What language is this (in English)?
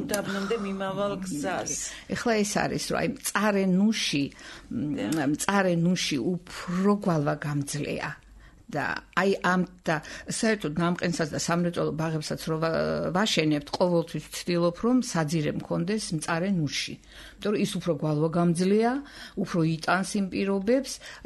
Georgian